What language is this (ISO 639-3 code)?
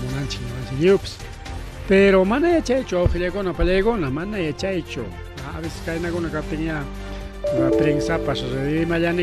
quy